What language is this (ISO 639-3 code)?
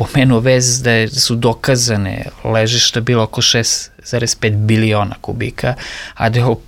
srp